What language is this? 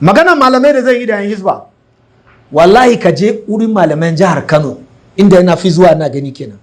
Hausa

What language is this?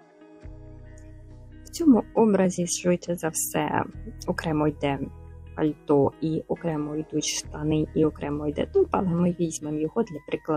Ukrainian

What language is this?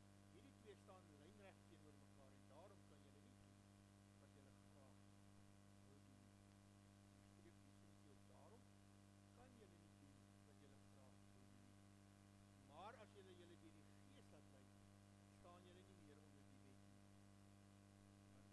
Afrikaans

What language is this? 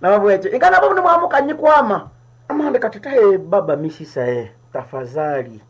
Nande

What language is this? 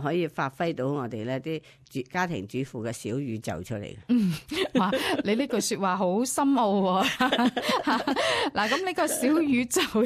Cantonese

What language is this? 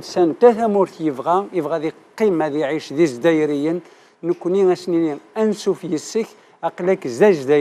Kabyle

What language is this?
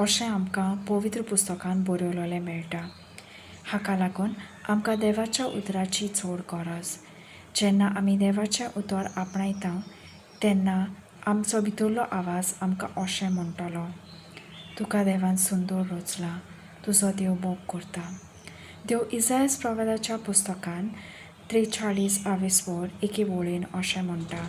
Konkani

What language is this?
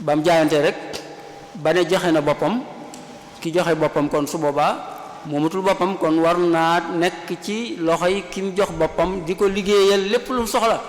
Wolof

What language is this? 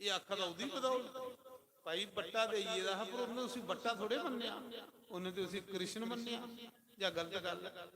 Dogri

